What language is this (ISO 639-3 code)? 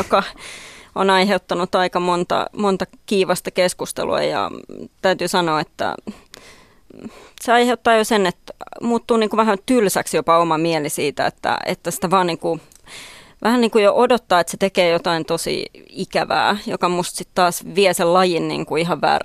fin